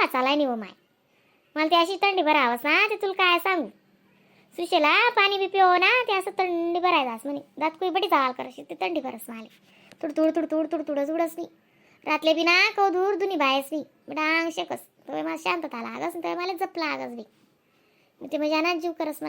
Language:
Khandesi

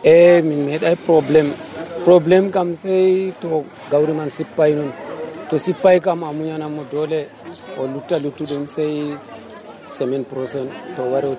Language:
Nigerian Fulfulde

